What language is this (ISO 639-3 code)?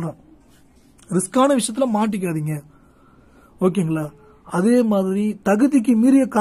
tam